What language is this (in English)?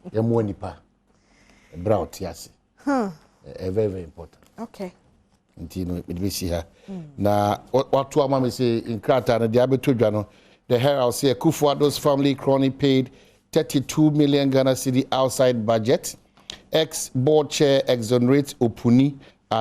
Akan